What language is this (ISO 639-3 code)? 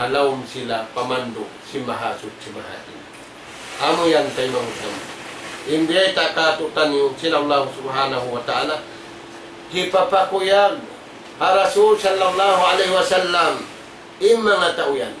tsg